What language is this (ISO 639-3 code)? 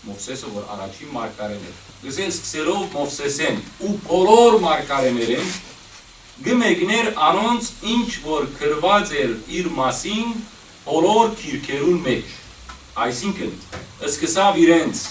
hyw